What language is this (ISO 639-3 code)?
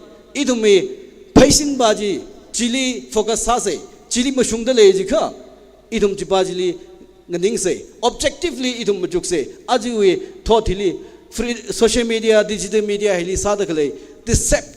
nmf